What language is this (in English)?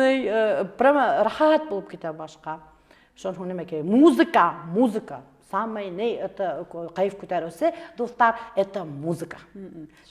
Bashkir